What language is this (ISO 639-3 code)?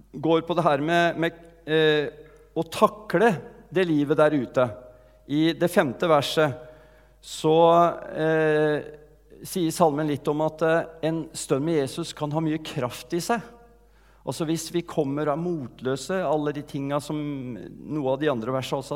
nor